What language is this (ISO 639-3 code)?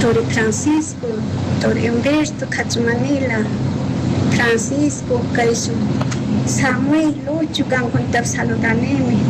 qug